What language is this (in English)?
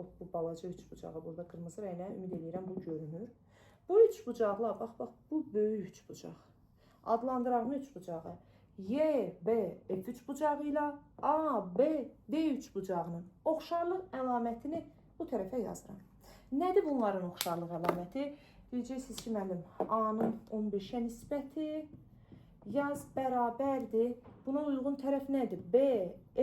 Azerbaijani